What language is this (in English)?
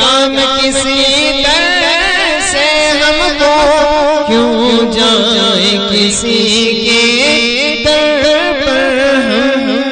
Urdu